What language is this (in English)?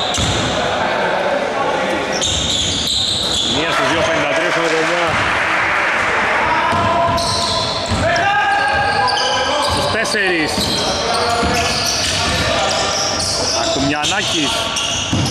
Greek